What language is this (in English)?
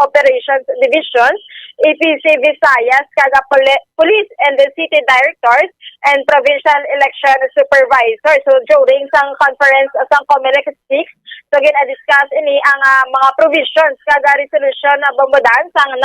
Hiligaynon